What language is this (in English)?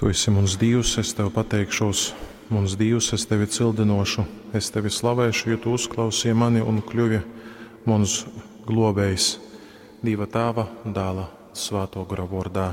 Latgalian